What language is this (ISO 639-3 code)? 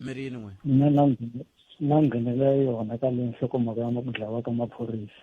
tso